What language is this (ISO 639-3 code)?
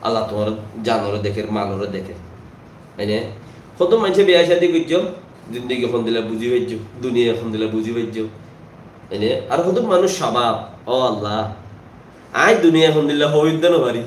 rhg